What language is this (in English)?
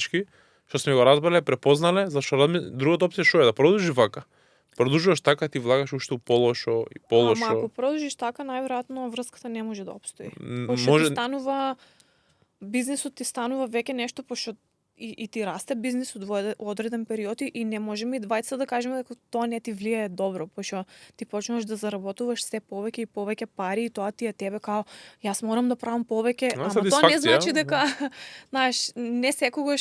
Macedonian